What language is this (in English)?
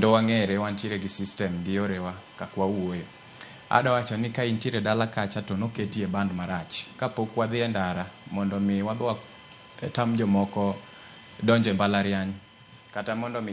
Luo (Kenya and Tanzania)